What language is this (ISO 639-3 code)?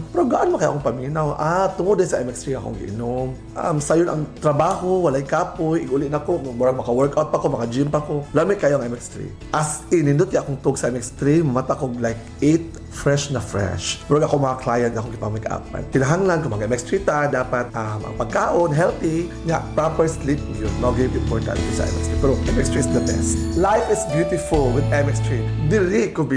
ceb